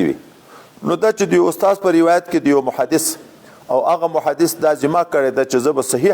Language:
Pashto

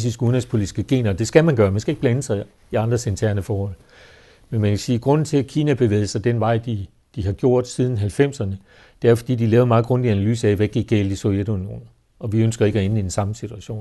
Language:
Danish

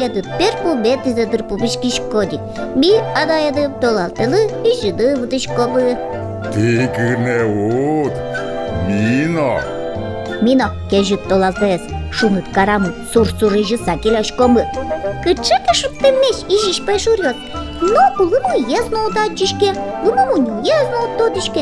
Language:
Udmurt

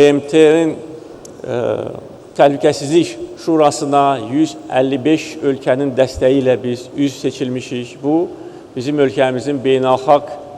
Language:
Azerbaijani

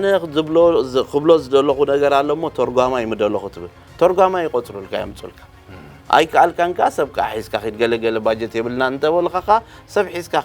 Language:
Tigrinya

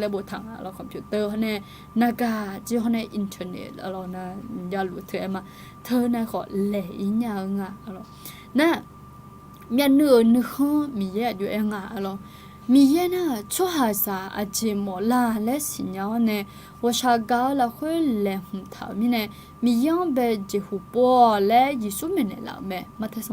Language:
Akha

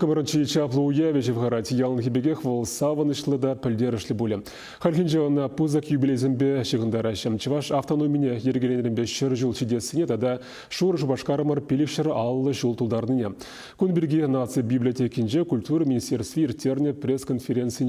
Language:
Chuvash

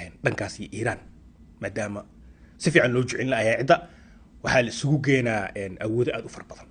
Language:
Somali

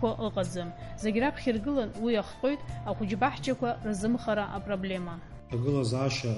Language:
Abkhazian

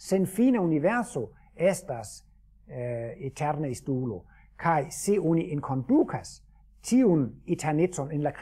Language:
Esperanto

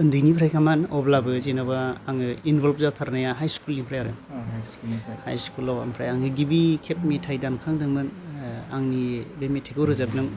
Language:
Bodo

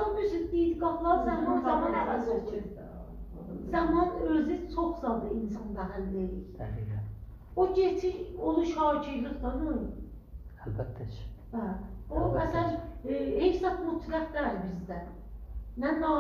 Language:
South Azerbaijani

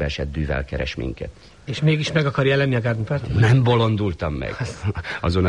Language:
Hungarian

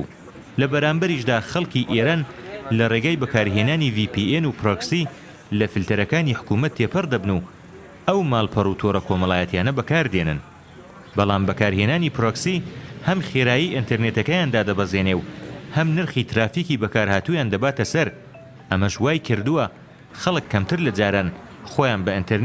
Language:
Central Kurdish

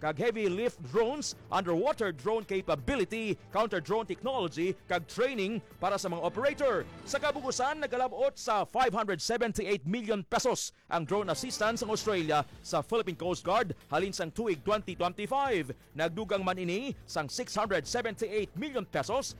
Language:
Hiligaynon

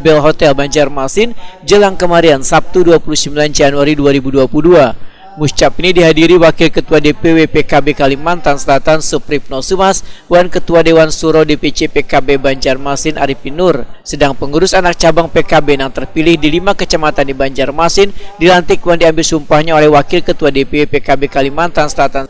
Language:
Banjar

